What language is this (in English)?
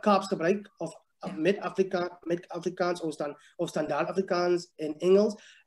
Afrikaans